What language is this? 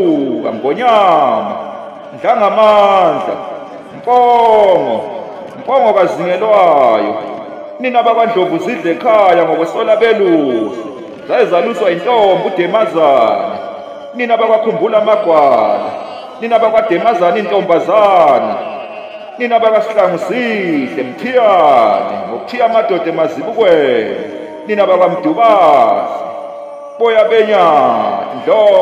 Zulu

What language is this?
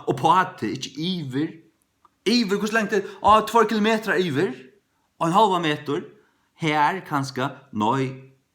Faroese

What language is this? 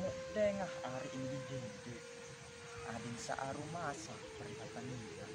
Sasak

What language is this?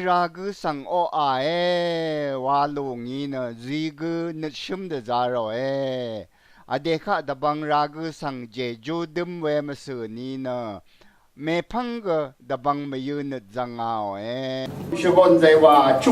Rawang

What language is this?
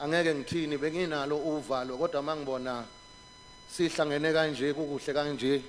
Zulu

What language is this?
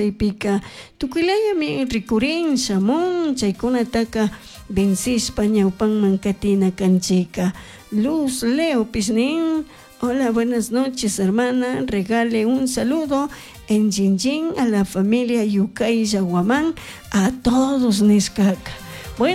Chimborazo Highland Quichua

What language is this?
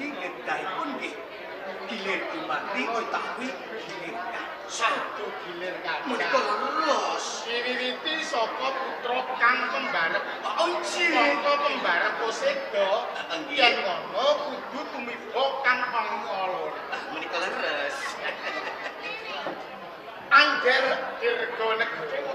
Javanese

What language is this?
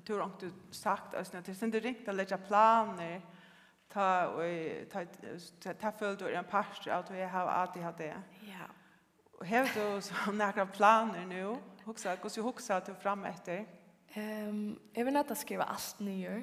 Faroese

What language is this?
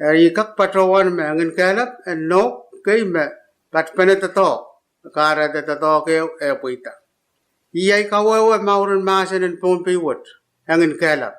Pohnpeian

